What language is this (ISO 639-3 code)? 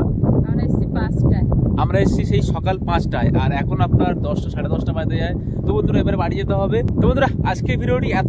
ben